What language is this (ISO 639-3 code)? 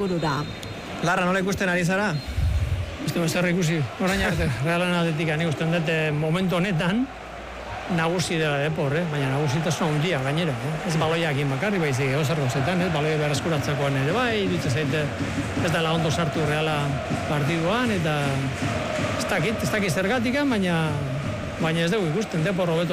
eus